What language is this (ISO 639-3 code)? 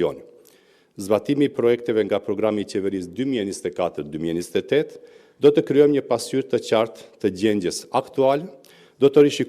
sqi